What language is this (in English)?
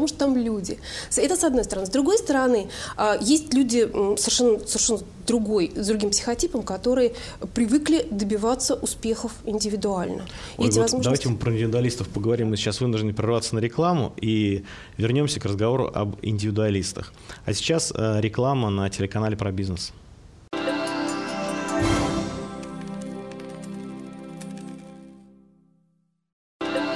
Russian